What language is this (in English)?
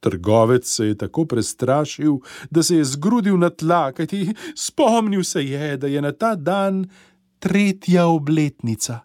Slovenian